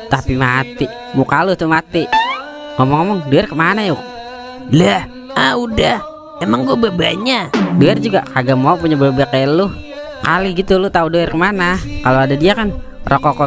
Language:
Betawi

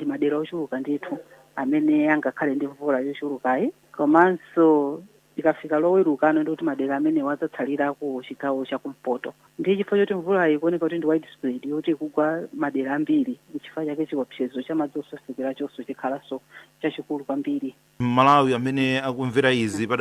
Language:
Nyanja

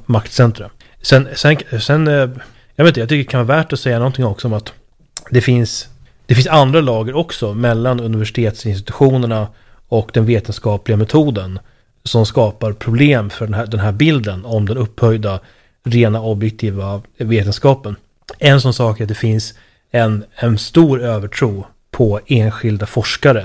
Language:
Swedish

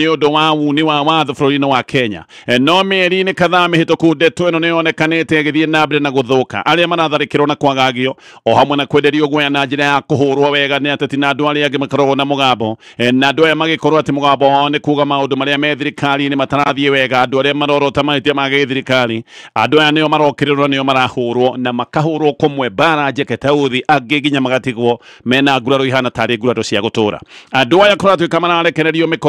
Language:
Kikuyu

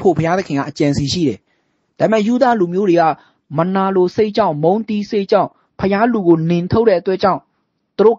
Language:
Burmese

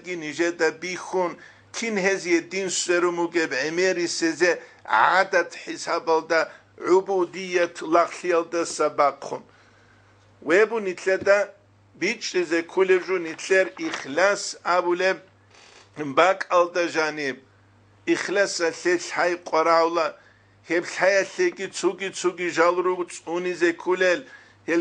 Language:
Avaric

